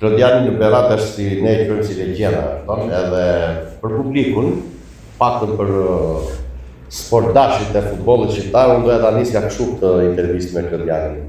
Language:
Albanian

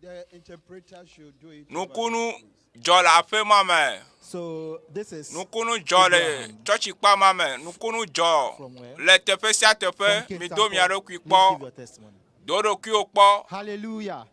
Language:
Ewe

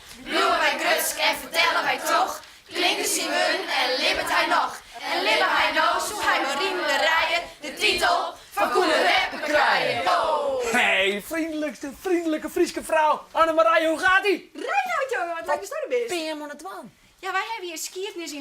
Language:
Western Frisian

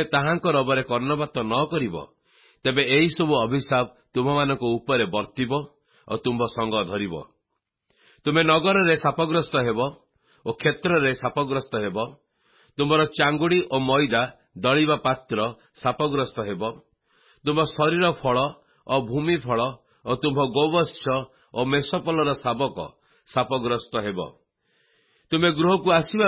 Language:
Odia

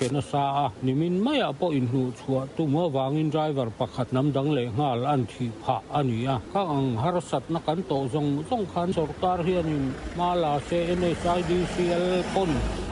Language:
Mizo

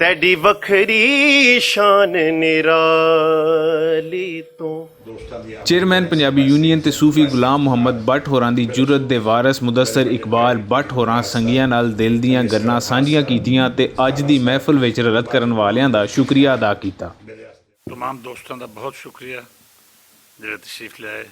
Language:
Western Panjabi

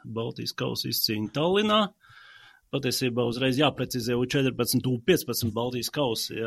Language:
Latvian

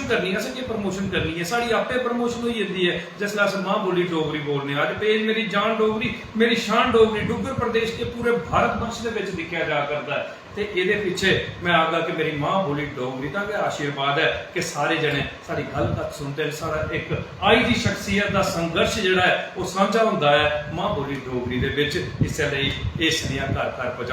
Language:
Dogri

